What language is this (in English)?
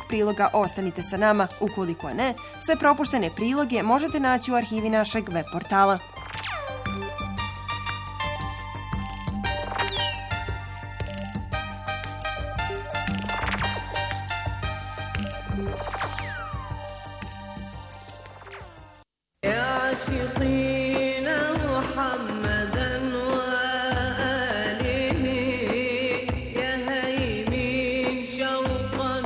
Bosnian